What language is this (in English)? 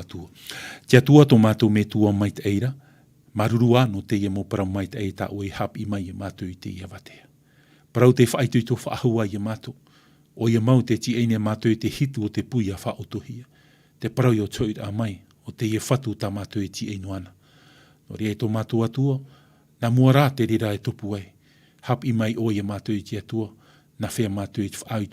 Tahitian